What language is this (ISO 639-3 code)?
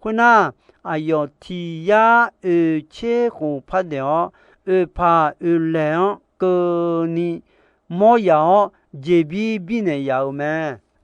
ahk